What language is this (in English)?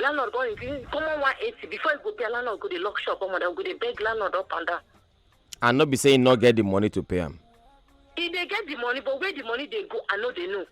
Nigerian Pidgin